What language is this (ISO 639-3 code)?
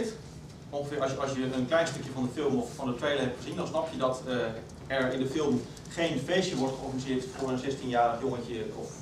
nld